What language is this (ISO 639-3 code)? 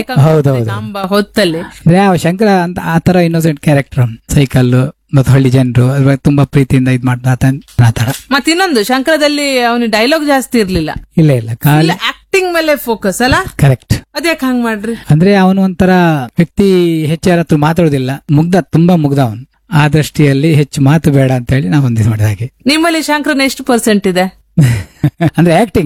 kan